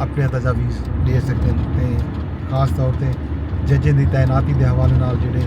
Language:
Saraiki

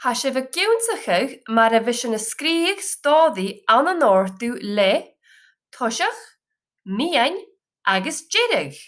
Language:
Scottish Gaelic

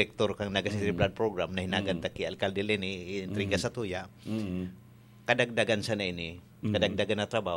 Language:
Bikol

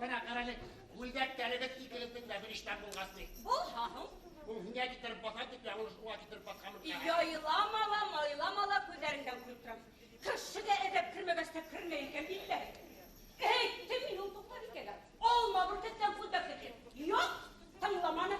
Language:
Bashkir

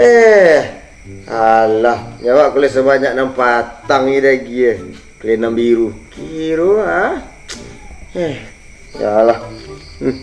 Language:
Minangkabau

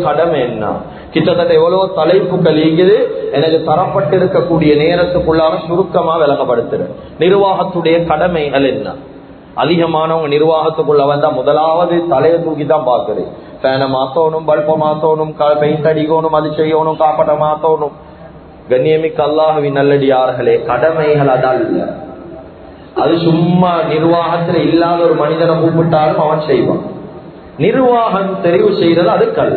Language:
Tamil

